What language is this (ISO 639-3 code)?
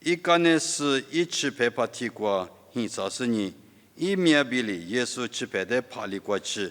lis